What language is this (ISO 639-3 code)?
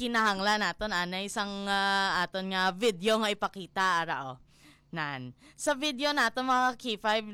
hil